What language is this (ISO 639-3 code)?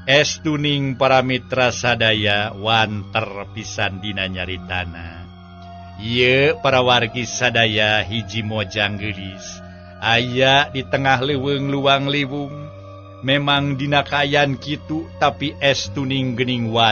sun